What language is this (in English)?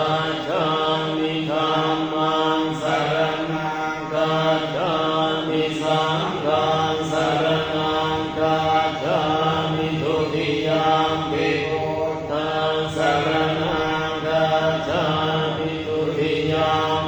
Pali